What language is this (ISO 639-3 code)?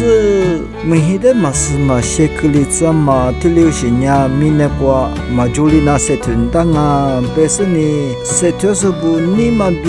lis